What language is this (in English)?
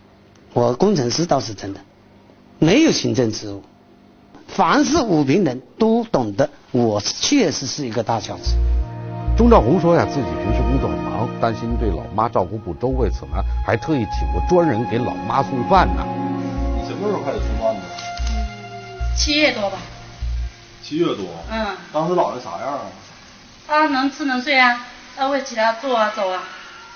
Chinese